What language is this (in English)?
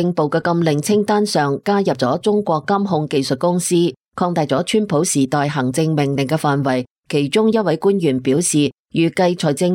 Cantonese